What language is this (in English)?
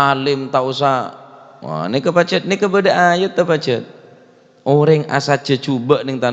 Madurese